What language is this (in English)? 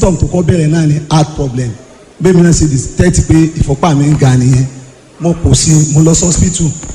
Yoruba